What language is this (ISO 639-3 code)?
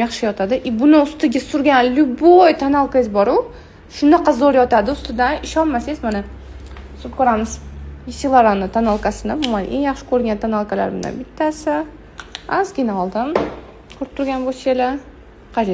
uzb